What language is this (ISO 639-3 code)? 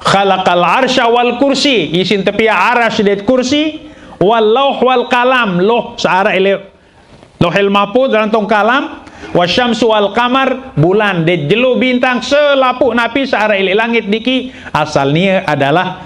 sas